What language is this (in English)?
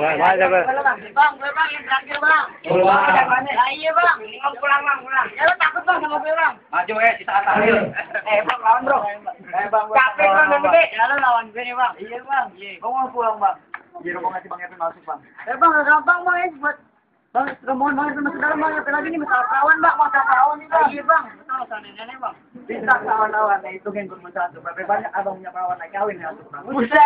Betawi